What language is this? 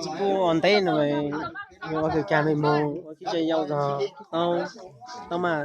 Hmong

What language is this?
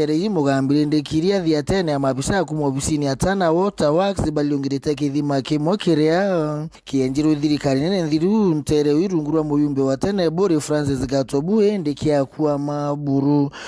Meru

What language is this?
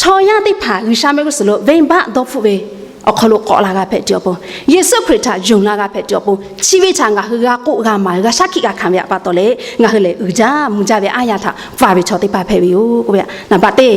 Lahu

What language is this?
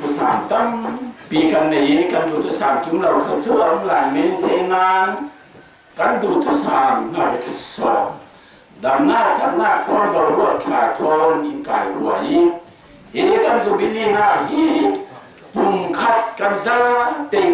Falam Chin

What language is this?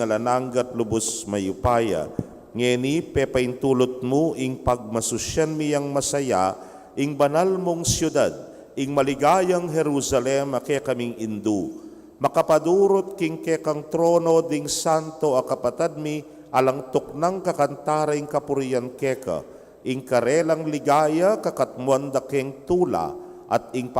Pampanga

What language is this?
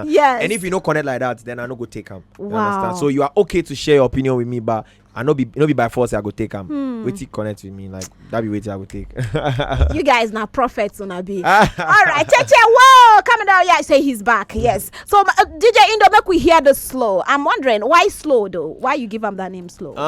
Nigerian Pidgin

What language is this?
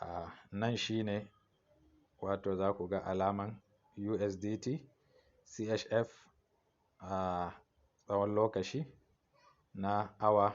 Hausa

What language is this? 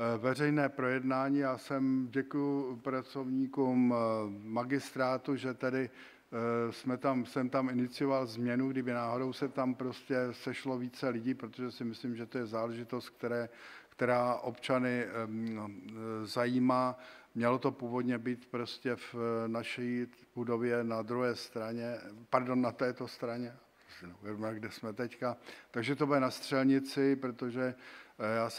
Czech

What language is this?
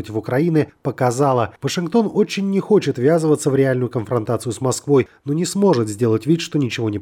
Russian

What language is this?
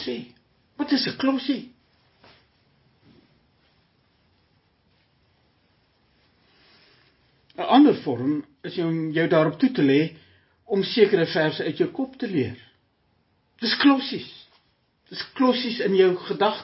Afrikaans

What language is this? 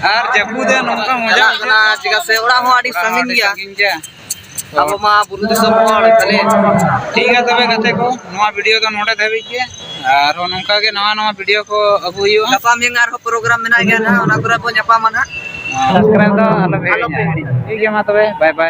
Santali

